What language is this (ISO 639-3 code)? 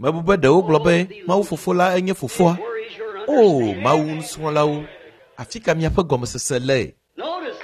ewe